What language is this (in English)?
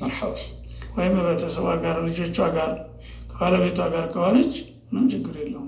Amharic